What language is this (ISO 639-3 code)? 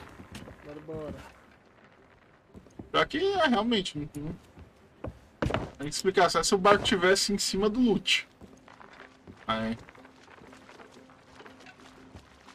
por